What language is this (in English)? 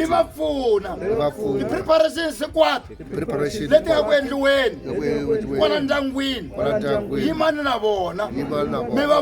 Tsonga